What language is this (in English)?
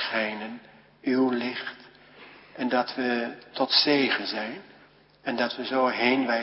Dutch